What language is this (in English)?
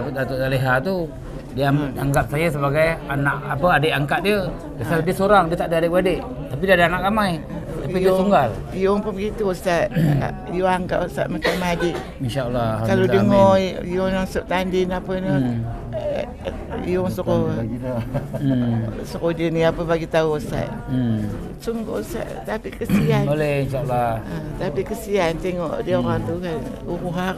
Malay